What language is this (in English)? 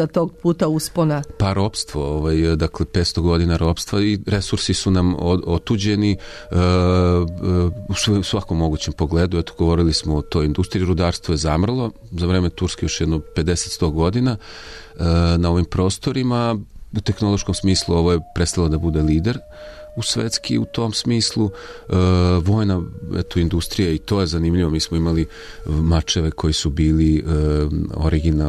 Serbian